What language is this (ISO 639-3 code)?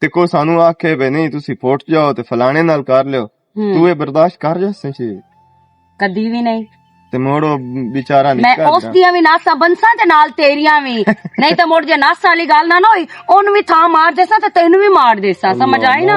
lah